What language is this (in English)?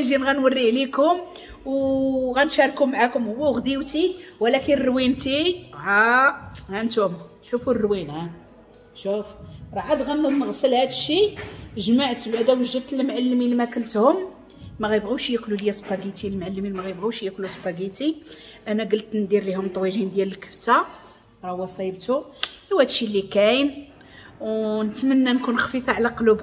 Moroccan Arabic